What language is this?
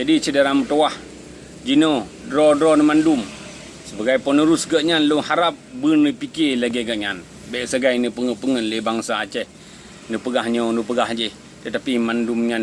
Achinese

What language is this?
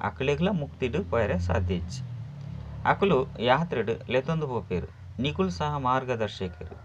Tulu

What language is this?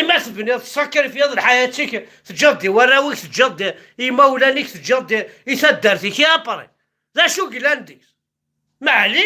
Kabyle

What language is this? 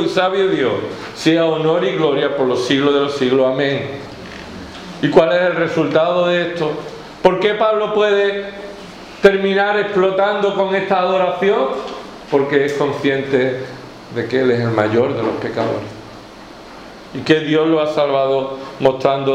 Spanish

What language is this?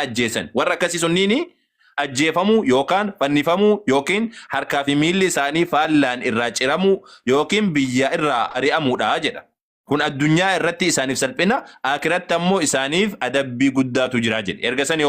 Oromo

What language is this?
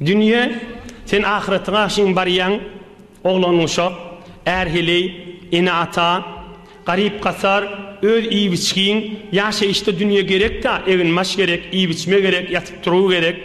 Turkmen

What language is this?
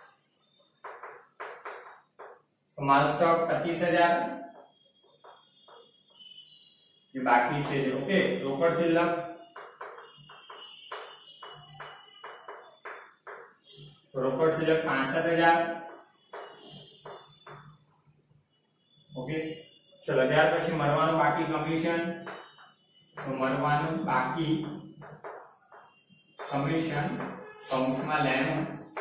Gujarati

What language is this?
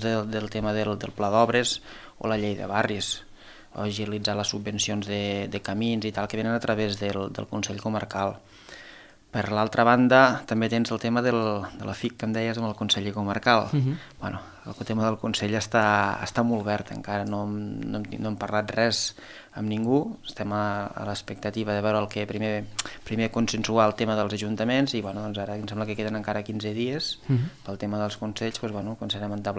Catalan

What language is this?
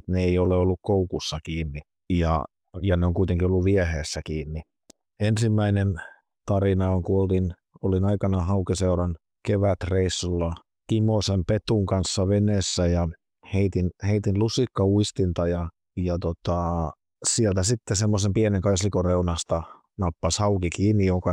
Finnish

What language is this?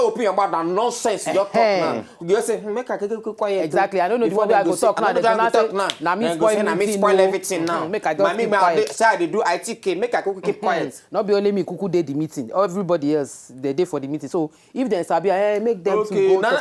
Nigerian Pidgin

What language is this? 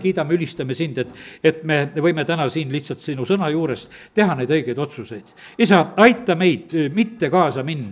Estonian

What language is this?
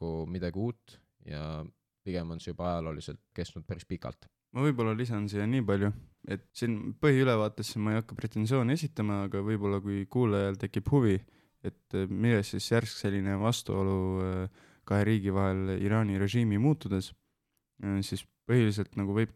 Estonian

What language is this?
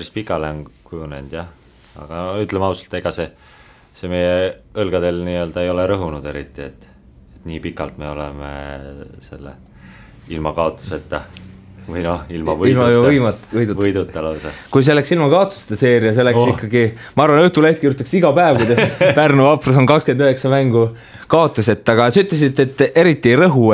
Estonian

